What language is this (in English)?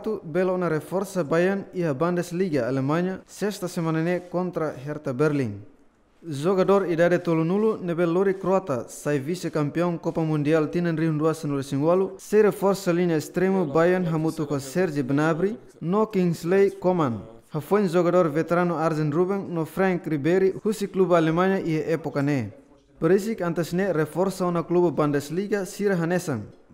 Tetum